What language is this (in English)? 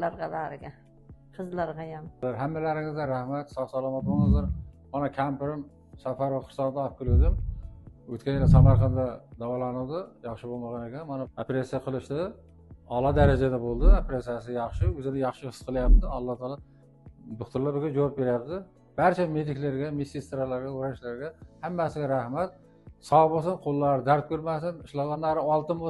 Uzbek